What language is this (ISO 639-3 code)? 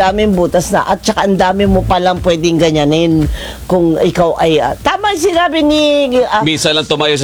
fil